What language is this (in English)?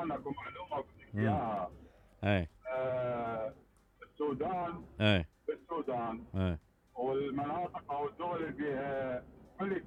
Mesopotamian Arabic